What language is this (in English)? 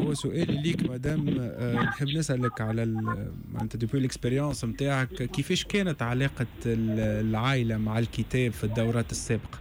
Tunisian Arabic